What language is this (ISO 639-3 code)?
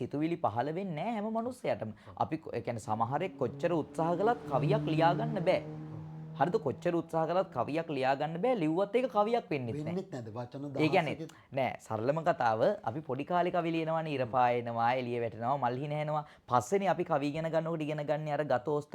sin